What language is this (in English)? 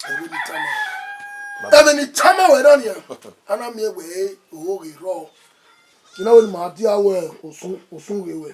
Bini